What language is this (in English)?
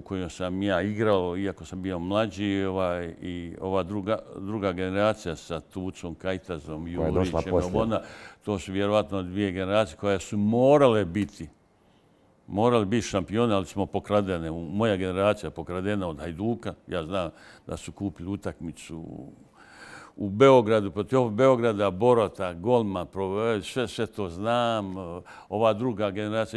Bosnian